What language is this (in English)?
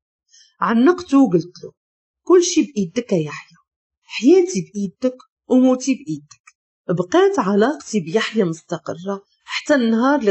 Moroccan Arabic